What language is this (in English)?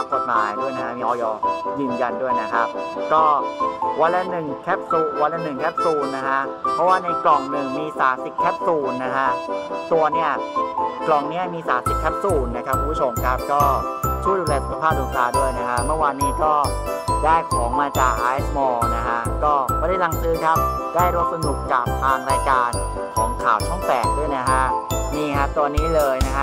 Thai